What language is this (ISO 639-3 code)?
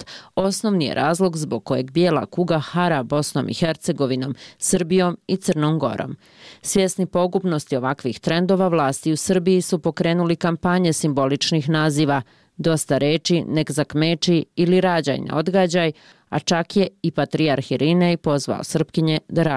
bos